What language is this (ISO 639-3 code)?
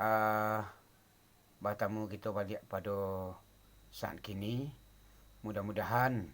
min